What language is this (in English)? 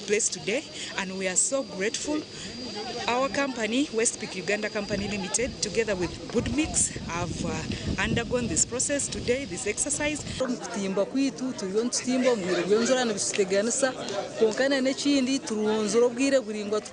Nyankole